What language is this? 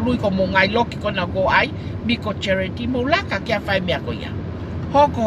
Tongan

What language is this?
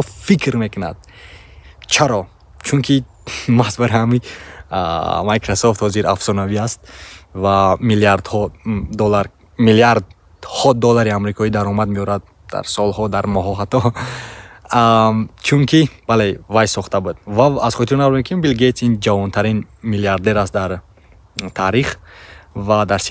Tajik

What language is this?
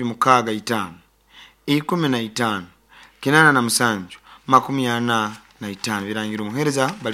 Nyoro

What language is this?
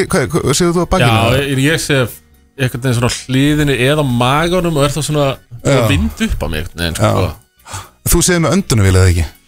Icelandic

